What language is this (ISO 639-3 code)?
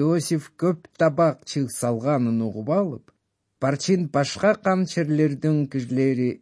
kir